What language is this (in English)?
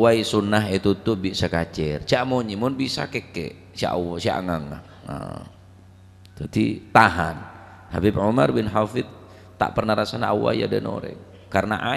Madurese